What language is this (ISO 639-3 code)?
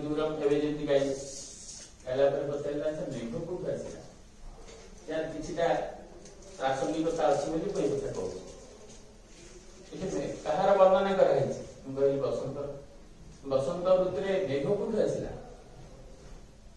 ori